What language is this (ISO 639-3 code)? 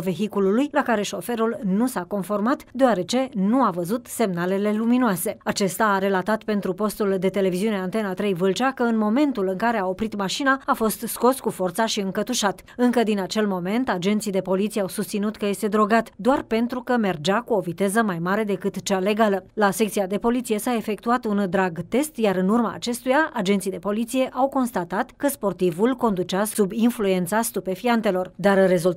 ron